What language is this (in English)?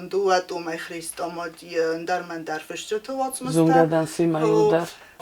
Ossetic